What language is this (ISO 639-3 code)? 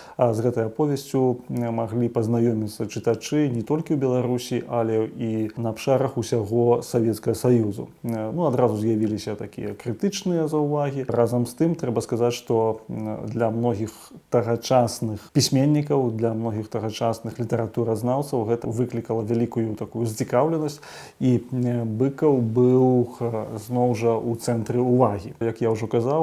bel